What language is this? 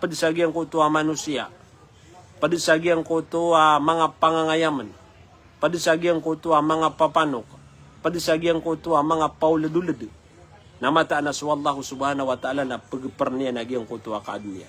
Maranao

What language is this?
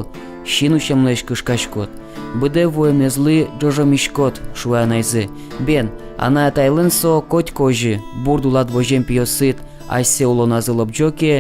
Udmurt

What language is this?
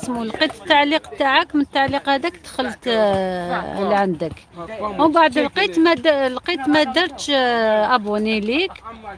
Algerian Arabic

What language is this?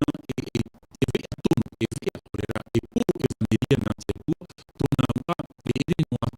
Tahitian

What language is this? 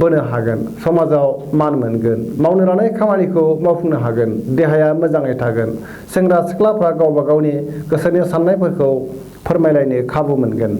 Bodo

